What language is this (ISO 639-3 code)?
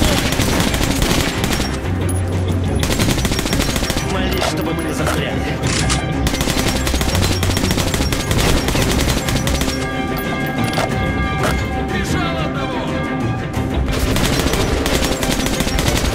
rus